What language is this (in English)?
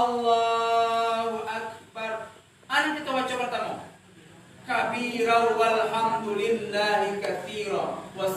Minangkabau